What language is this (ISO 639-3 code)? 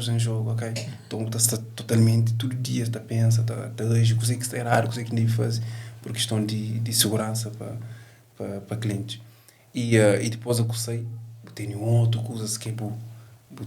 kea